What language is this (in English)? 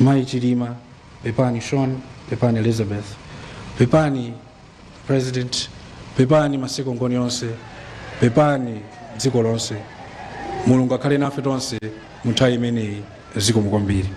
Nyanja